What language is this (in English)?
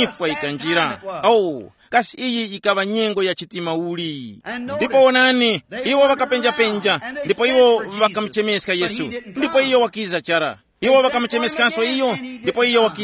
Tumbuka